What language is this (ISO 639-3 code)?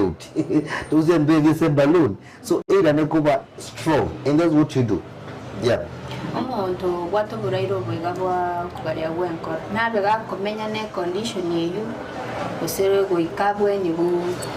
guz